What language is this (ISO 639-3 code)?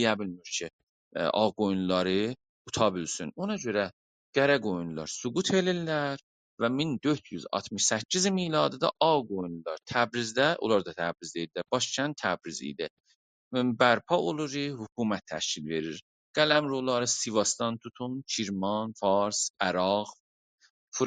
azb